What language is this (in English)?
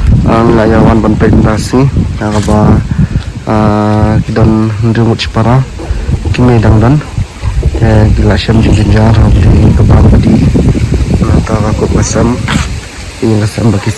Khasi